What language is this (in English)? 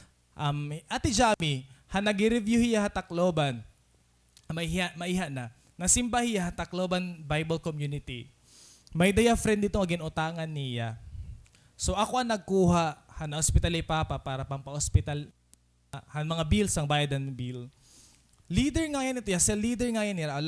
Waray